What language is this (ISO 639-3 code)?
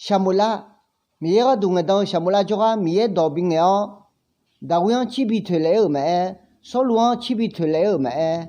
ahk